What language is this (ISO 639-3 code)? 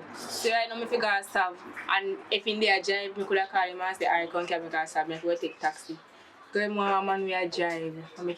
jam